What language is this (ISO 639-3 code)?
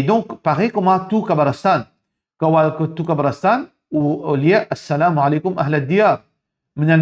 mfe